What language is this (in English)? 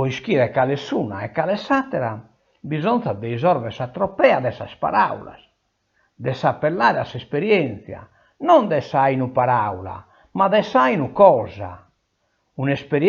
Sardinian